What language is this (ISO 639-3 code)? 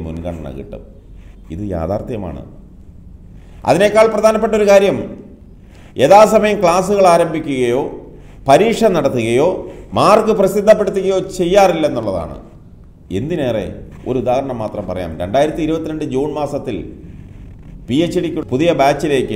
mal